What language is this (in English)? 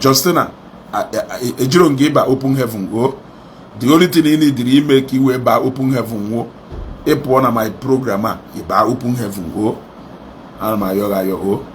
Igbo